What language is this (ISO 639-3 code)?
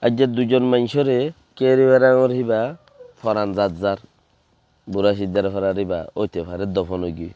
rhg